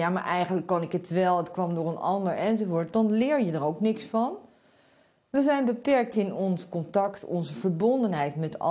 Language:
Dutch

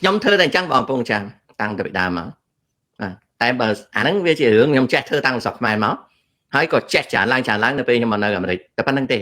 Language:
Khmer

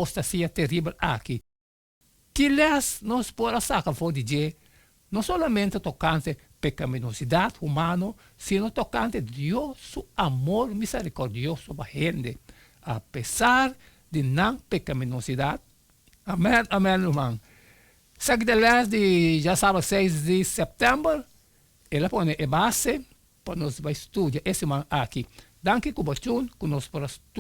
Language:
Papiamento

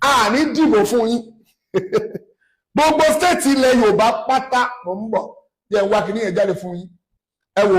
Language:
Yoruba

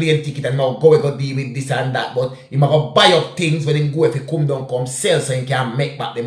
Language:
Jamaican Creole English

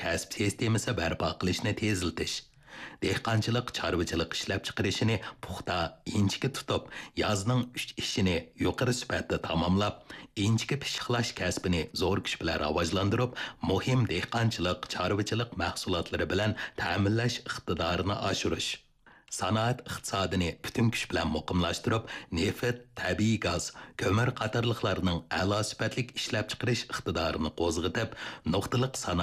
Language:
Uyghur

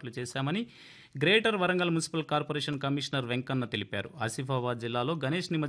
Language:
Telugu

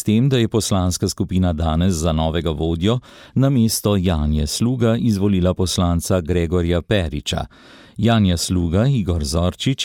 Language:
Slovenian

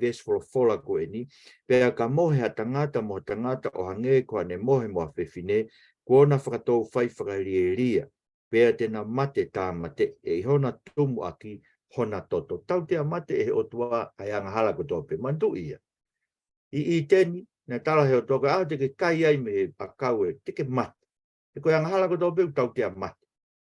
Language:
Tongan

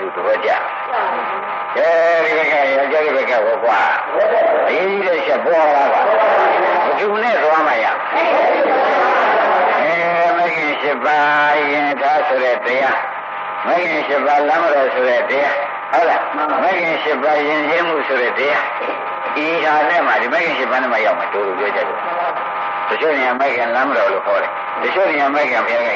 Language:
Burmese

